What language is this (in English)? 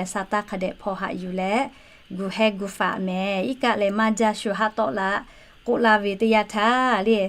Lahu